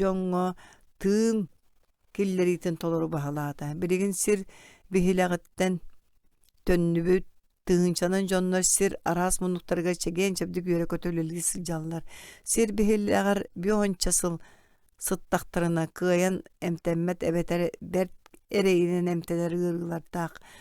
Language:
Yakut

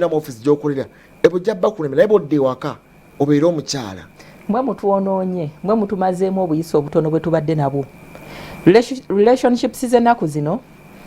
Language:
Ganda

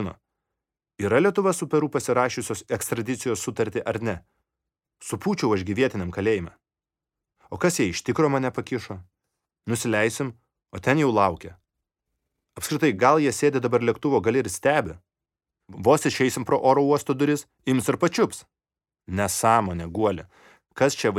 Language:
Lithuanian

